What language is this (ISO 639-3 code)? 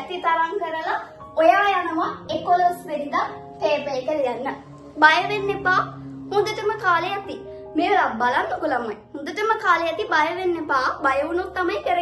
sin